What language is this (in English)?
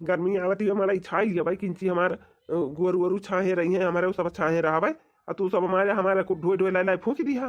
Awadhi